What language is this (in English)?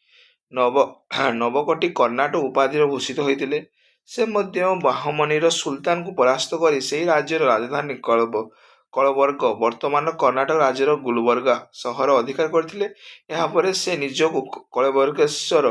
Odia